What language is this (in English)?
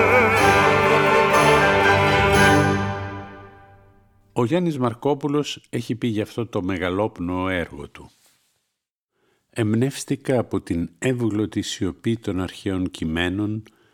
Greek